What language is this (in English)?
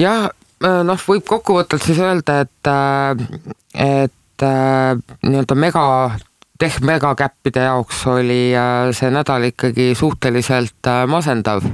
Estonian